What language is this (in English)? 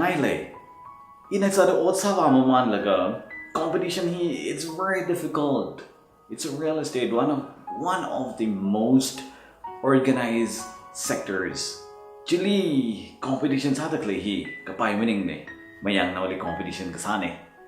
Tangkhul Naga (India)